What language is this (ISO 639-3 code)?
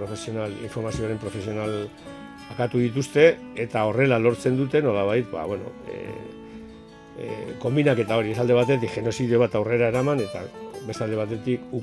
eus